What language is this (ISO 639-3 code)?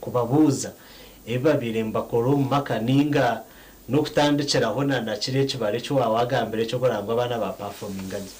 nyn